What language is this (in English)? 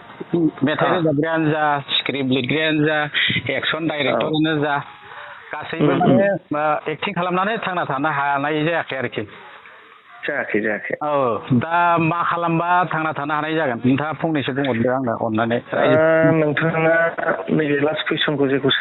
Bodo